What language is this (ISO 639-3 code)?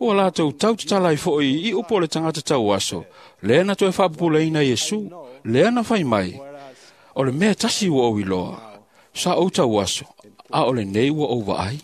smo